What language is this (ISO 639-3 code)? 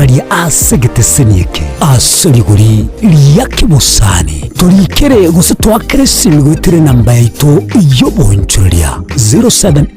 guz